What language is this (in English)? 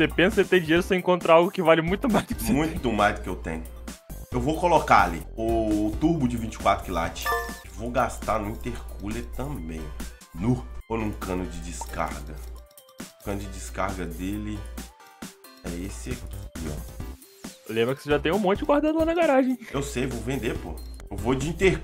Portuguese